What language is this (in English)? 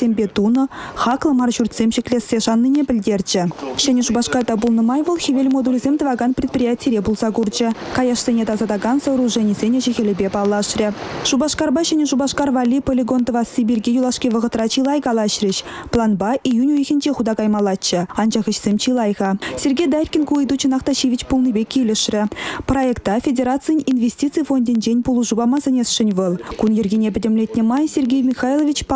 Chuvash